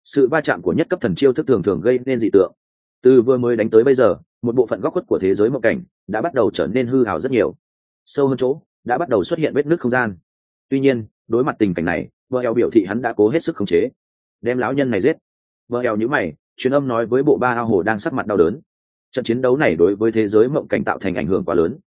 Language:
Vietnamese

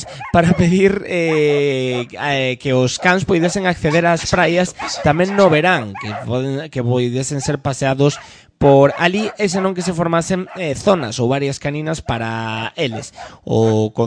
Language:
Galician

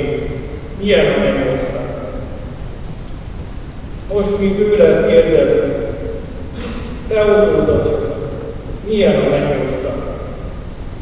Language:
Hungarian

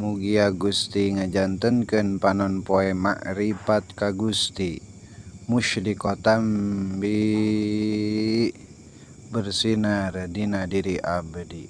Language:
Sundanese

